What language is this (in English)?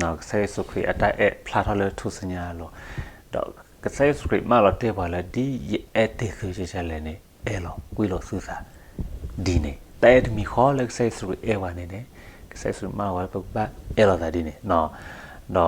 S'gaw Karen